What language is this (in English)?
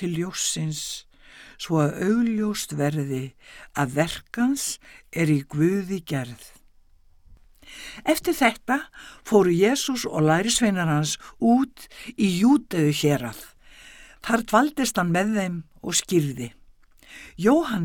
Icelandic